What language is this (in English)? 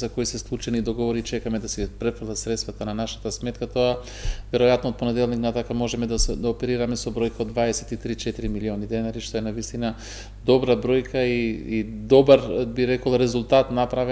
Macedonian